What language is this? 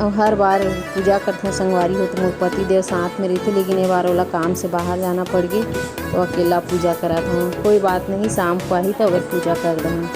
Chhattisgarhi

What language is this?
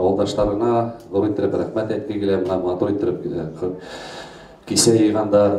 Bashkir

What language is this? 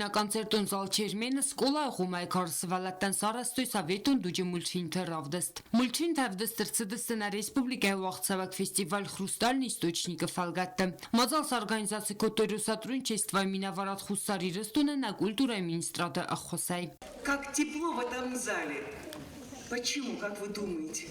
Ossetic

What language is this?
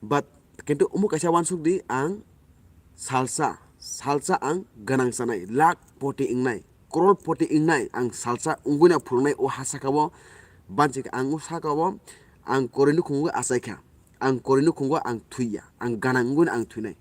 Kok Borok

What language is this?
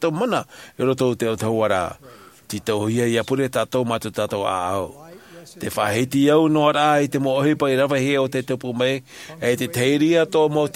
Tahitian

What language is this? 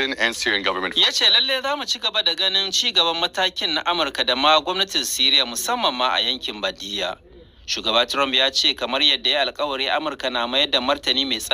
Hausa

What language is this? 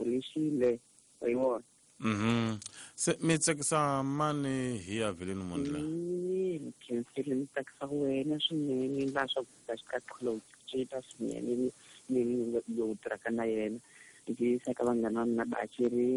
Tsonga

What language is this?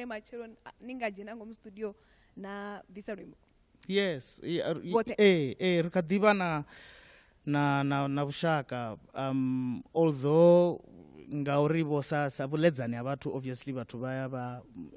Venda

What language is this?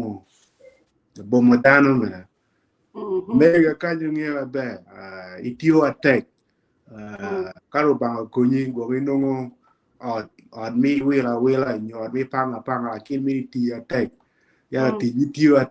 Acoli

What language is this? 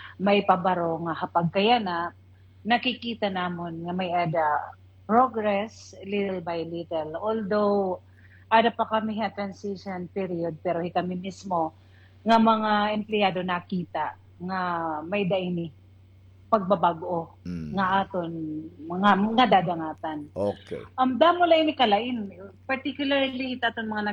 Waray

